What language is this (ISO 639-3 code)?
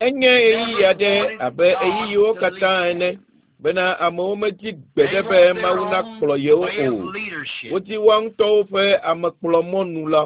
ewe